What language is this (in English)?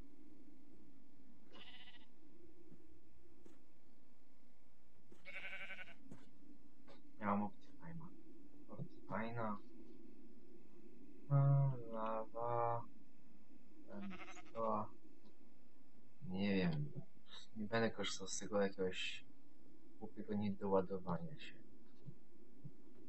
Polish